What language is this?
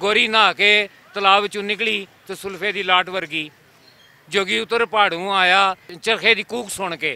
Western Panjabi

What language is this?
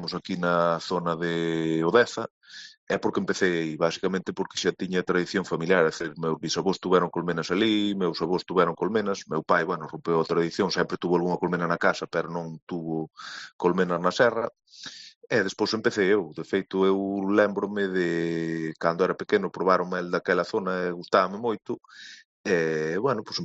Galician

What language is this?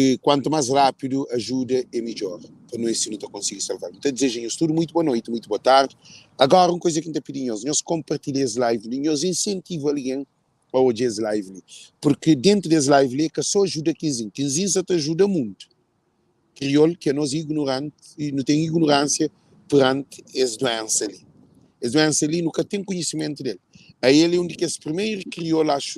Kabuverdianu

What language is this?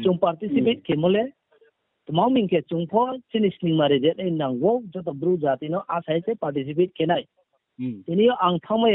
Riang (India)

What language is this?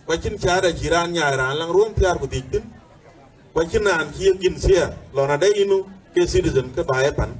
Dinka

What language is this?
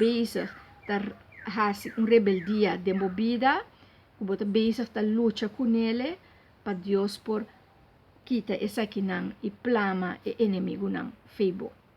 Papiamento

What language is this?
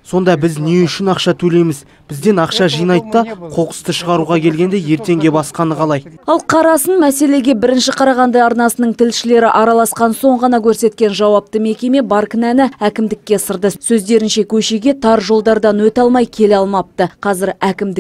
Kazakh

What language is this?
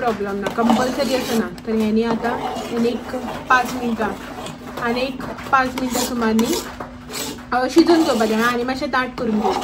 Konkani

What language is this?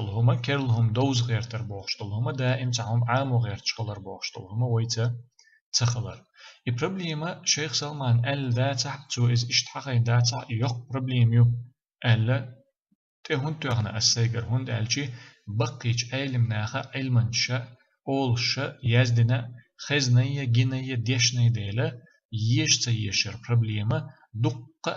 Chechen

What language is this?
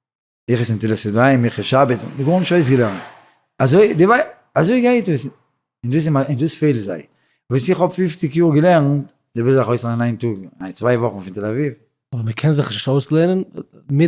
Yiddish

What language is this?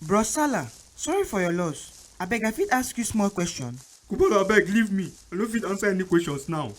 Nigerian Pidgin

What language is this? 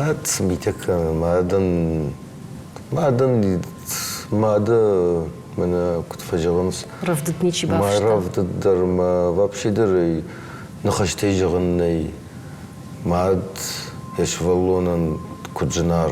Ossetic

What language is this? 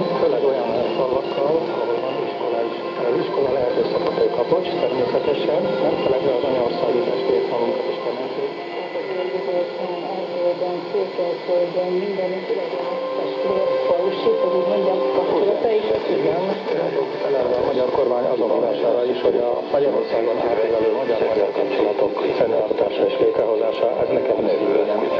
Hungarian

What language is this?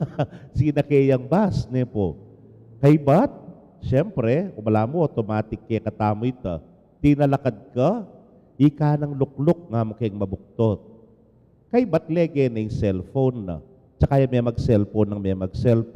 Pampanga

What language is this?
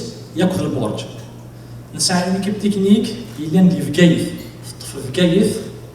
Kabyle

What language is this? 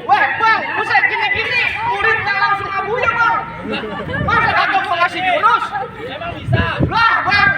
Betawi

